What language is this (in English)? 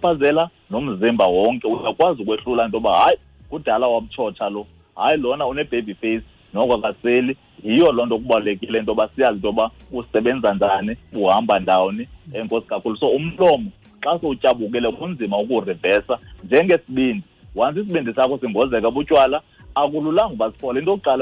Xhosa